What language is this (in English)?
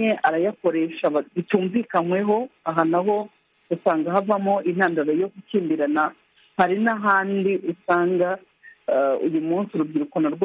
Kinyarwanda